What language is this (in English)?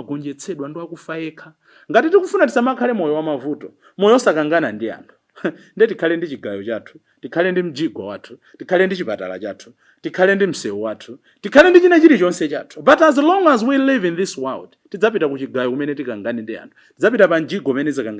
Nyanja